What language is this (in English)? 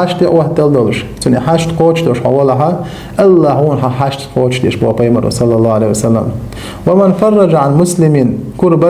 Chechen